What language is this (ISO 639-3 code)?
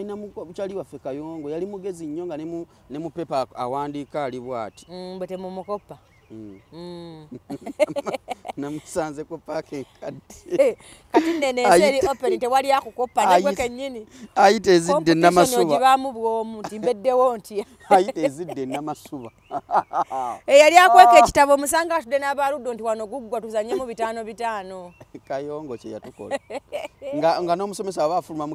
lug